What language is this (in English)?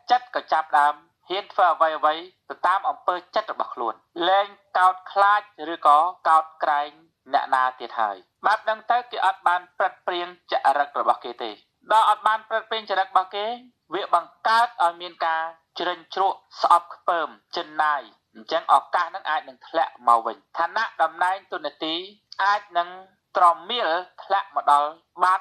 Khmer